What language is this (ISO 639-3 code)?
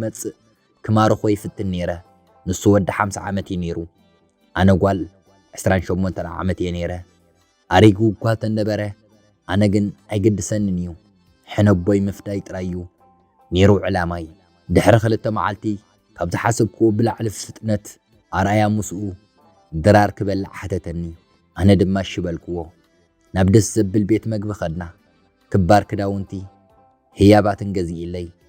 tir